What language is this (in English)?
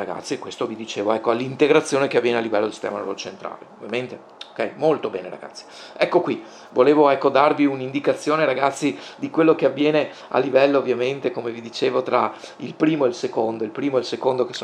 Italian